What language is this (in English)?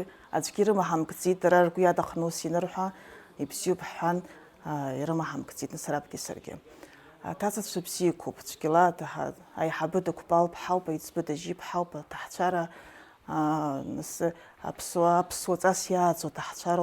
Abkhazian